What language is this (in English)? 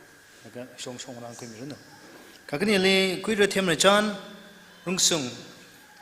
Tangkhul Naga (India)